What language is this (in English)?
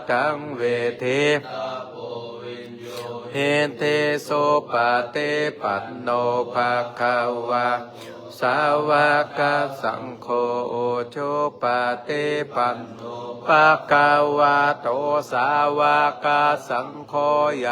Pali